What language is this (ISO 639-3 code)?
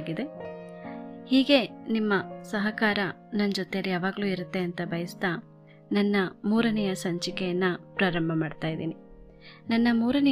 kan